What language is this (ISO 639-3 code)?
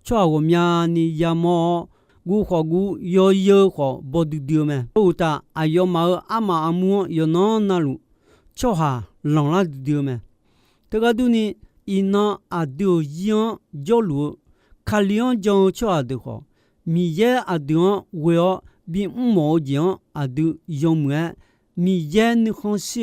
ahk